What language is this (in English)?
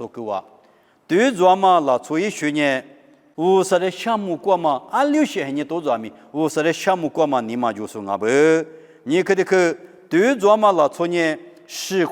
Lisu